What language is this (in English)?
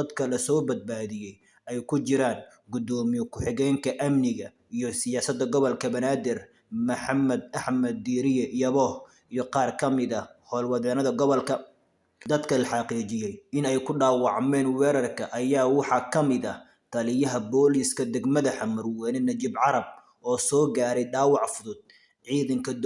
Somali